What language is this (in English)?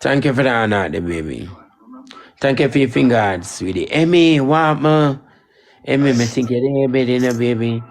Jamaican Creole English